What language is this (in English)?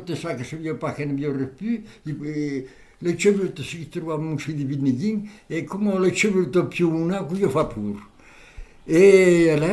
Occitan